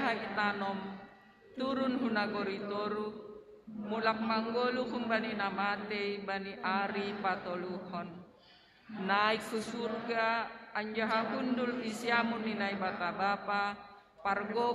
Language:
Batak Simalungun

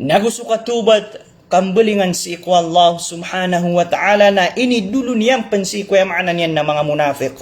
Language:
Maranao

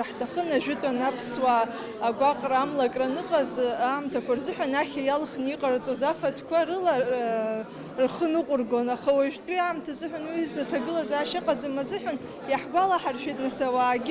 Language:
Abkhazian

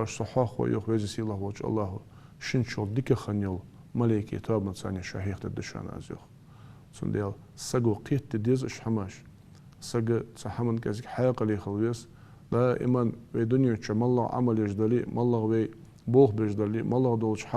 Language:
Ingush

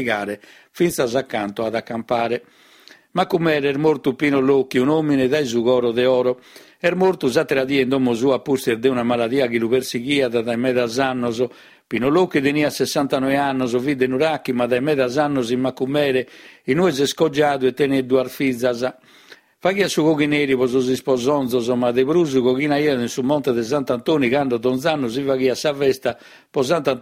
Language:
Sardinian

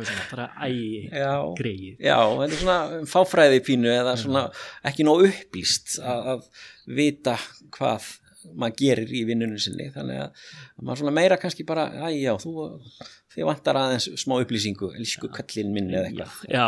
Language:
Icelandic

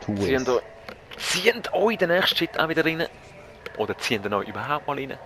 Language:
Swiss German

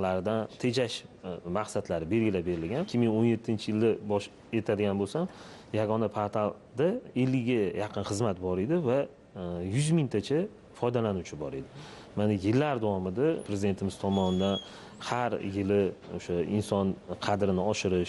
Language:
Uzbek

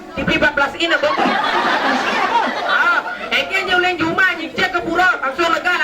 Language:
Balinese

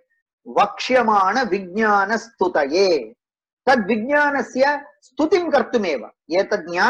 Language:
Sanskrit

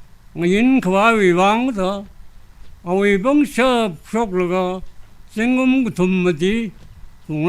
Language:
Tangkhul Naga (India)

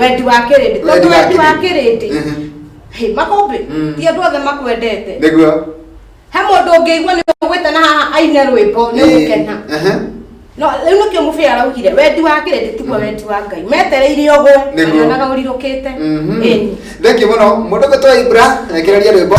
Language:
Kikuyu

